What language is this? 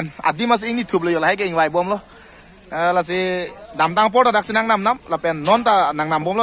Karbi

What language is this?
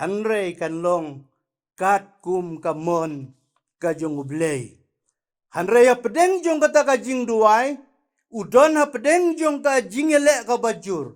Khasi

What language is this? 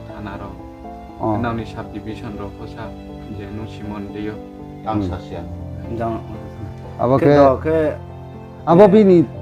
Riang (India)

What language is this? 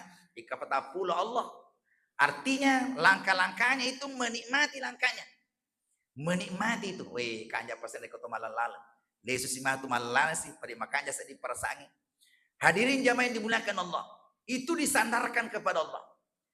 Buginese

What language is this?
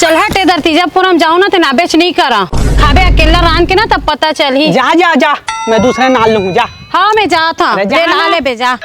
Chhattisgarhi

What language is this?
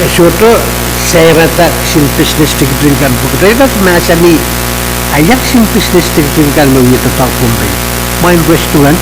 Pohnpeian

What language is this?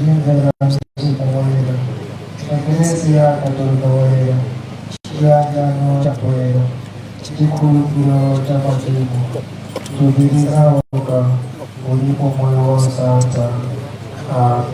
Nyanja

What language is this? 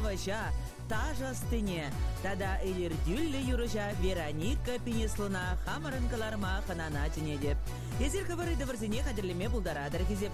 Chuvash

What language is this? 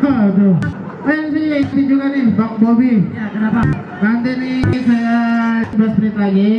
Betawi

